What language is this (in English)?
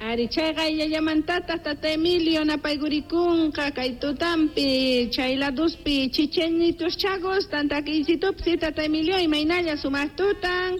Quechua